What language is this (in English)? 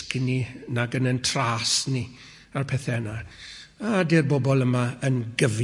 Welsh